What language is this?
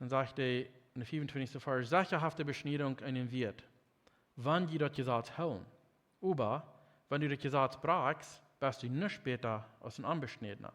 Plautdietsch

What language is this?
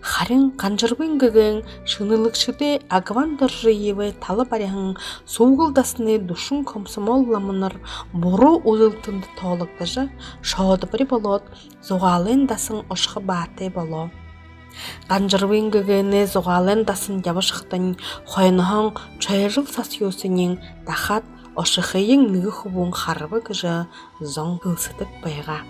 Buriat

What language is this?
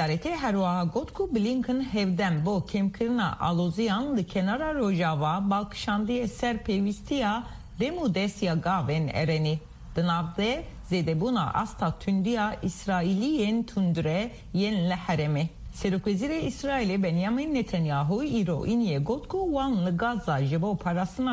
Kurdish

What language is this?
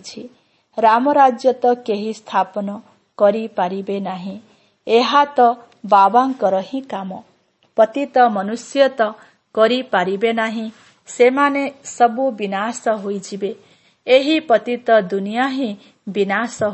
Odia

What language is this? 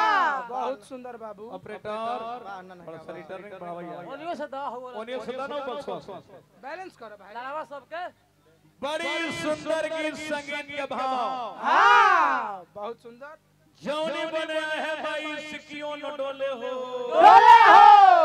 Bhojpuri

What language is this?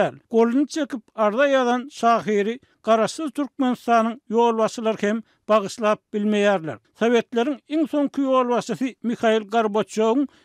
Turkmen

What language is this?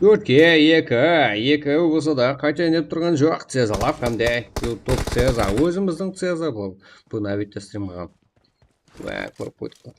Kara-Kalpak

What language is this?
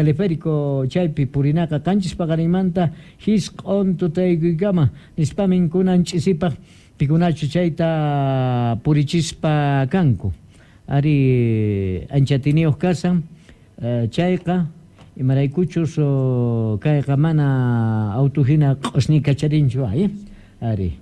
Quechua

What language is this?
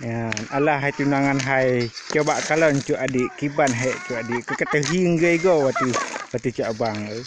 Achinese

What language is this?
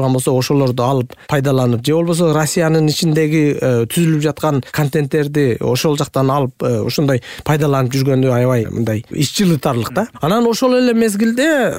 Kyrgyz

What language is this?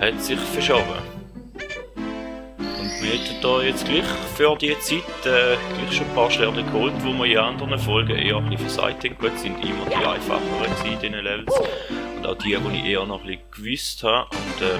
Swiss German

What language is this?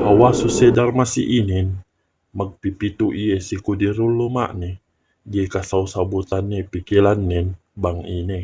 Yakan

